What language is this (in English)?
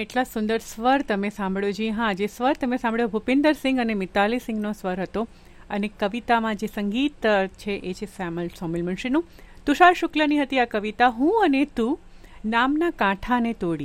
Gujarati